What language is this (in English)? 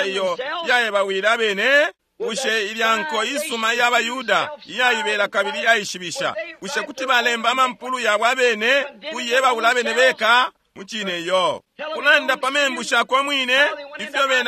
Bemba